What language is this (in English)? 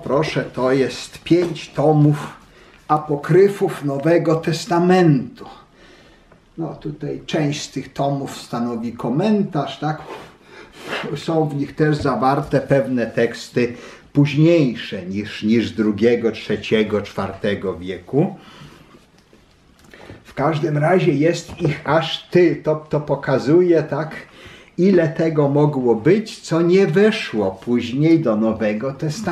Polish